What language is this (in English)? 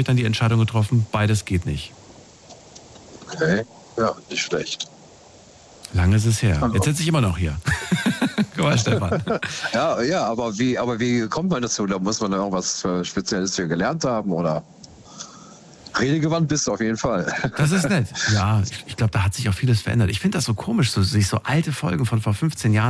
German